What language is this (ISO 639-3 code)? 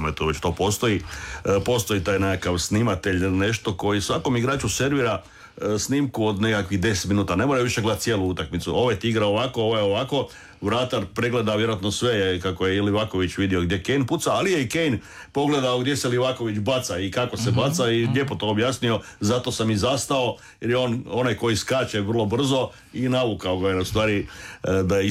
hrv